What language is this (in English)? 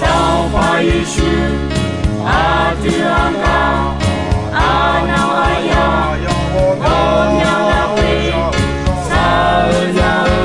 Akha